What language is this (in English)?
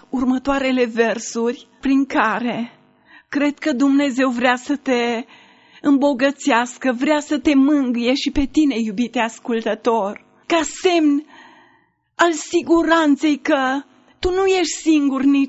Romanian